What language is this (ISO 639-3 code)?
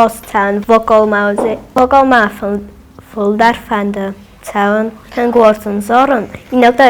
oss